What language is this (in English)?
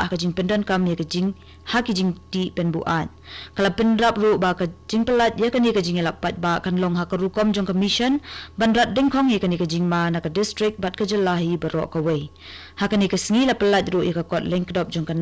Khasi